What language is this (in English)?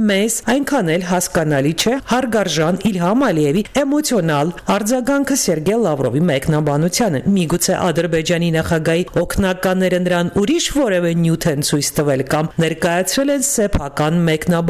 Armenian